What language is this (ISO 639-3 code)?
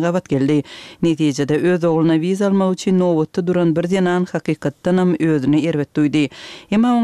tuk